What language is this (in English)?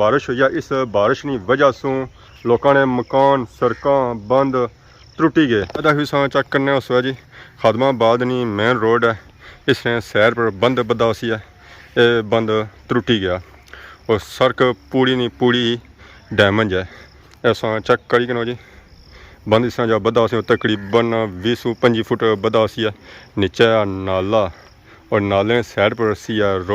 Pahari-Potwari